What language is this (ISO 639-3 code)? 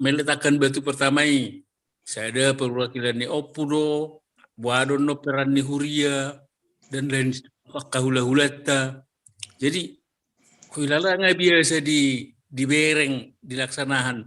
bbc